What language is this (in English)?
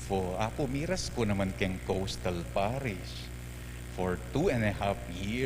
Pampanga